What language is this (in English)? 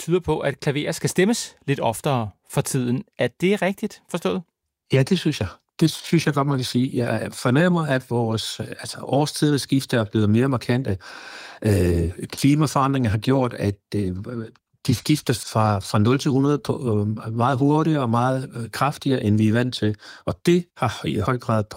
Danish